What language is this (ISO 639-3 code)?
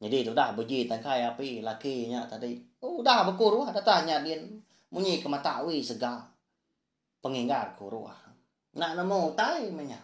iba